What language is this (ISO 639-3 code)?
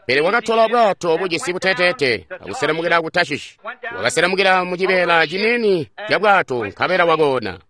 toi